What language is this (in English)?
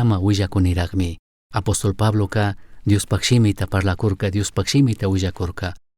Chimborazo Highland Quichua